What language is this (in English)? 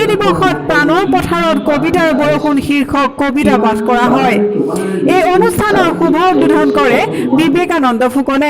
Assamese